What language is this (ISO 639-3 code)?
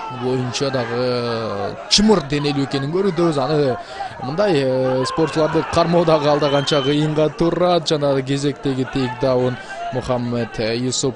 kir